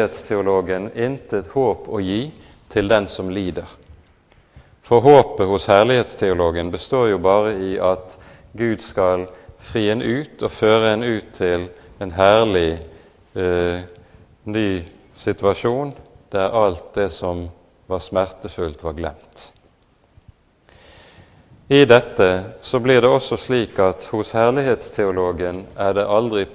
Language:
Norwegian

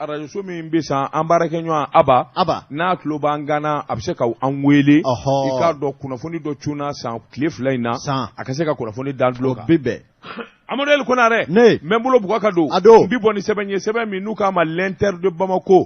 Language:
Bambara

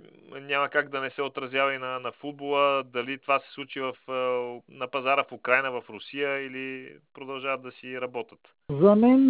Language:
Bulgarian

